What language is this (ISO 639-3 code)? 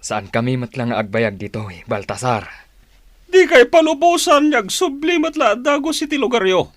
ilo